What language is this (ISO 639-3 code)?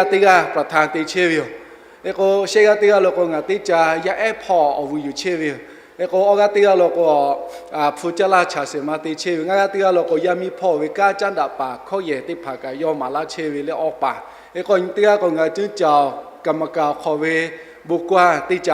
lhu